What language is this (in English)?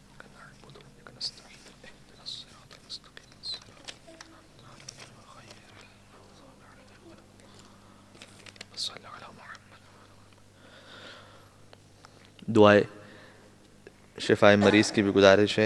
Urdu